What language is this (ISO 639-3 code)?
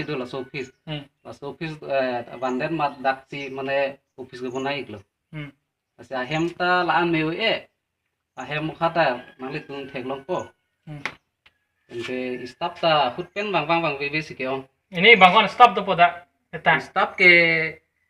mjw